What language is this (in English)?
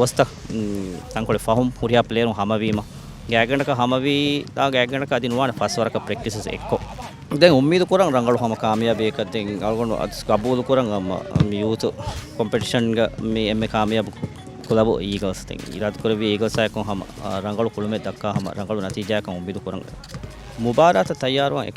Divehi